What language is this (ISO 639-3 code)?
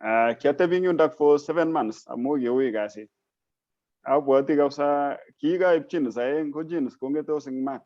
kln